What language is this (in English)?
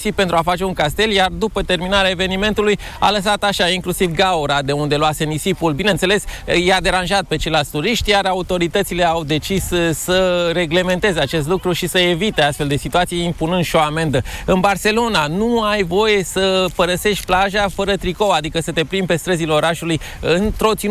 Romanian